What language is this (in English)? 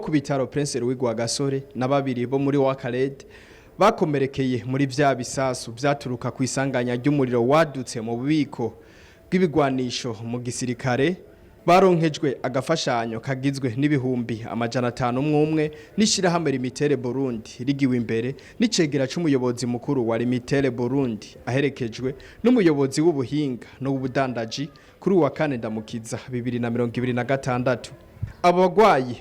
Rundi